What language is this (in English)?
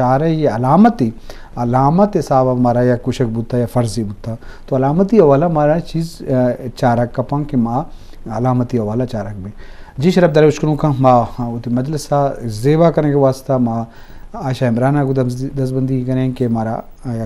Eastern Balochi